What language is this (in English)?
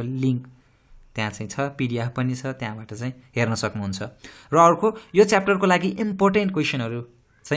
Nepali